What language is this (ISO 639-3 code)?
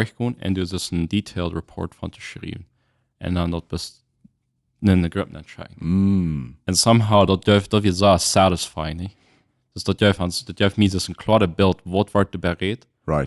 pdt